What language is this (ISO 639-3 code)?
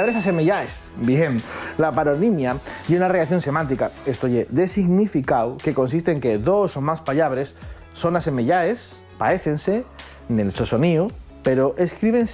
ast